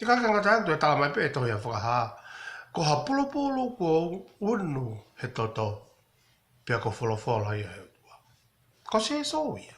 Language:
Tongan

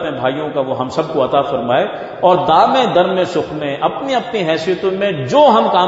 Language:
Urdu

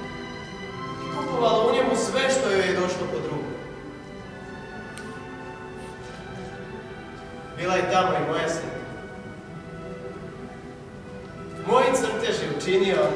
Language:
Croatian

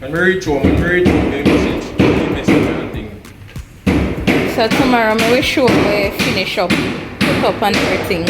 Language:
Jamaican Creole English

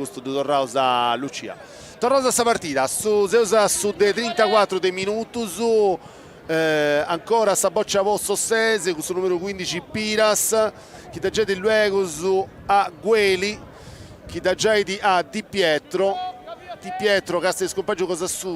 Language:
Sardinian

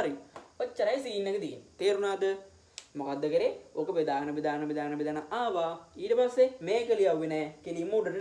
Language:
Sinhala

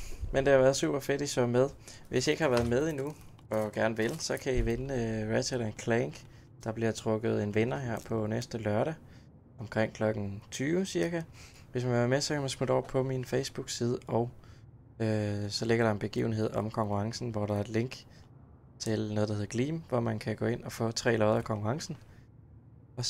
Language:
Danish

